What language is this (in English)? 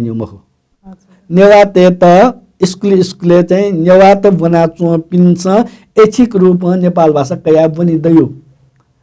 Newari